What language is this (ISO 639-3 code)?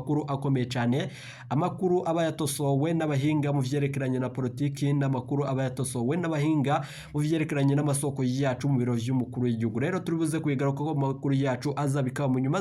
run